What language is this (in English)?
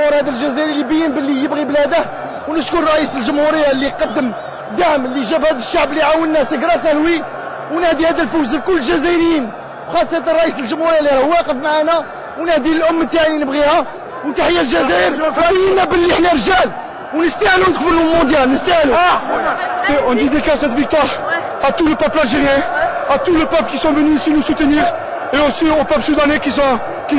Algerian Arabic